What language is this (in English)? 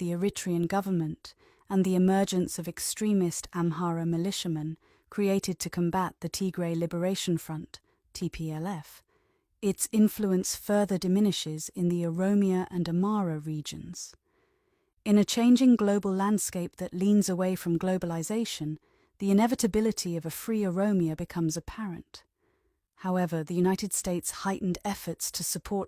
English